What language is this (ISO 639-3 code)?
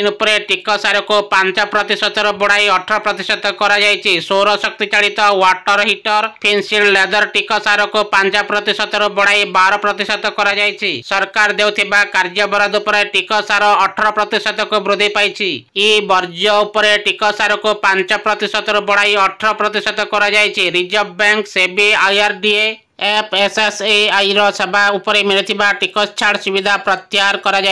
ori